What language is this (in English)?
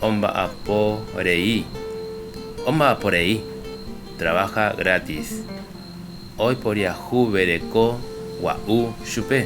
Guarani